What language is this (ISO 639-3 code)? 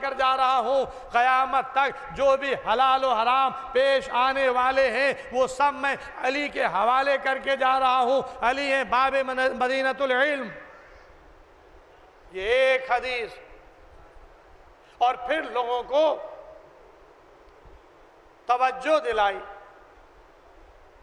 urd